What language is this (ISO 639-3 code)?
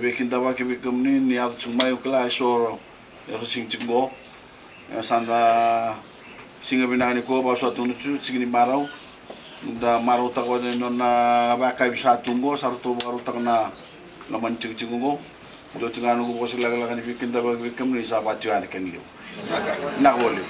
fij